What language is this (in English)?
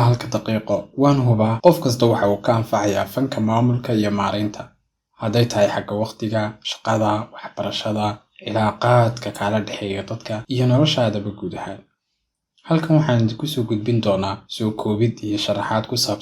Somali